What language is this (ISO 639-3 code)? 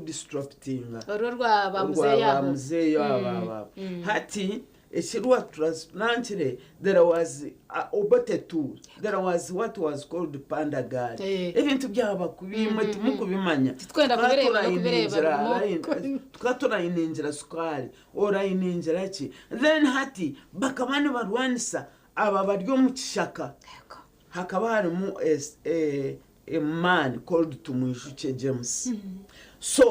nyn